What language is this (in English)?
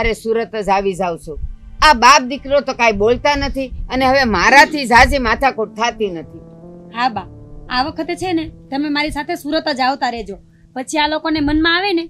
Gujarati